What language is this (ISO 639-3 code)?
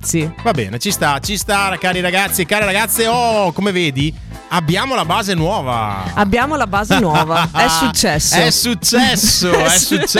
ita